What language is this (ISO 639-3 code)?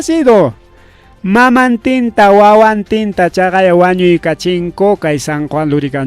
quy